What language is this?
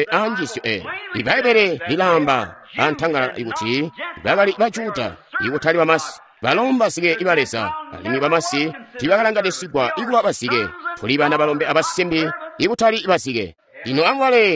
Tonga (Zambia)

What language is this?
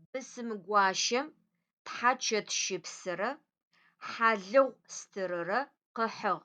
Adyghe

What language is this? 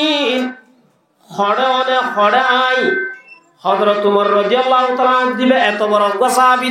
Rohingya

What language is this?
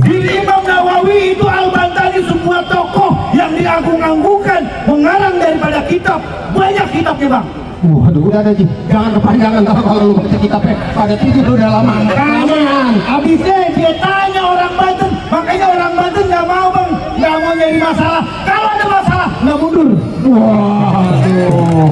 Betawi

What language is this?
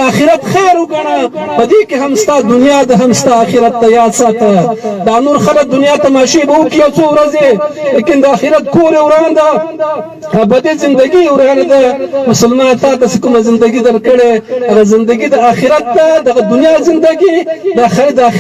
Pashto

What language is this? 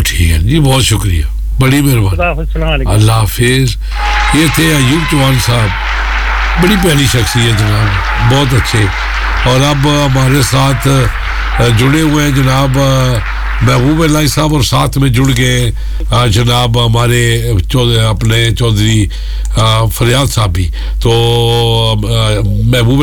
Urdu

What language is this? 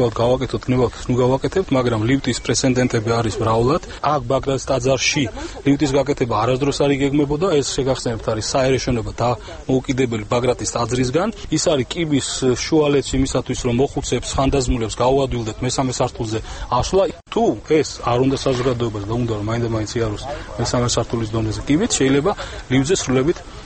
Georgian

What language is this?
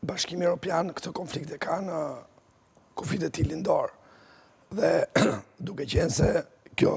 Albanian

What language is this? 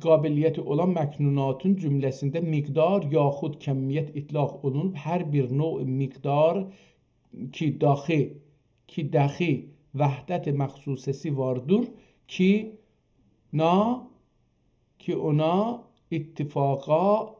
South Azerbaijani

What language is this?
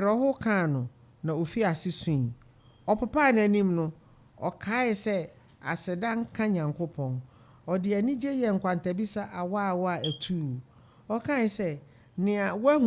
Akan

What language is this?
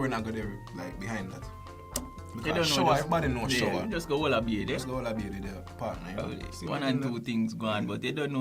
Jamaican Creole English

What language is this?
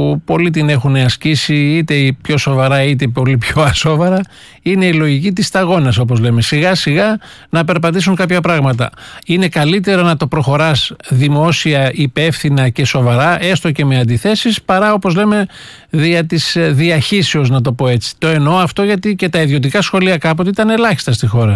Greek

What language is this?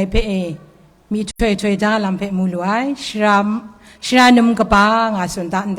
Kachin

